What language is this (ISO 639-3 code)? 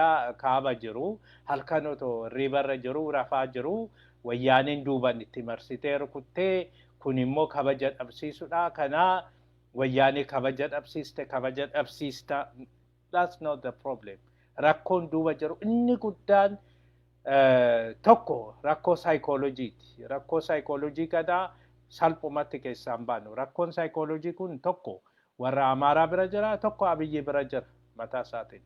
orm